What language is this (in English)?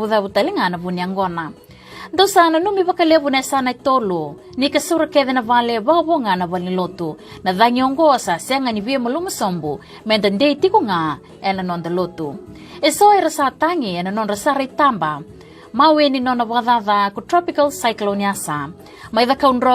Fijian